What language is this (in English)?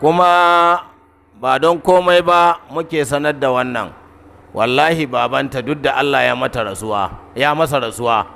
Hausa